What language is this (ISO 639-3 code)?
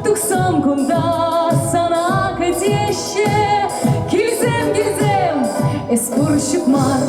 chv